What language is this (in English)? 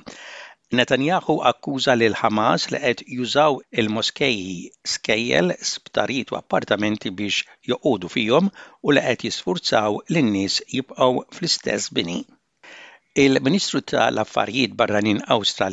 Maltese